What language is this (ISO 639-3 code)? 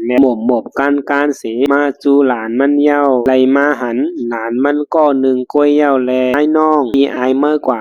shn